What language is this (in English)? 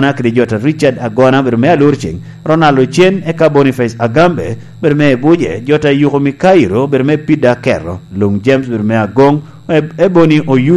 Lango (Uganda)